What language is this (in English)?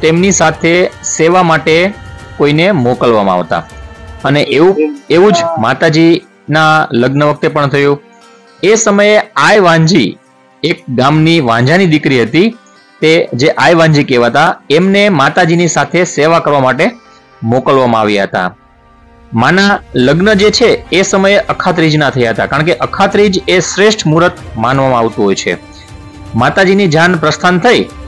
Gujarati